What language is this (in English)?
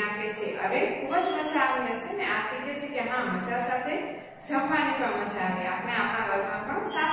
Gujarati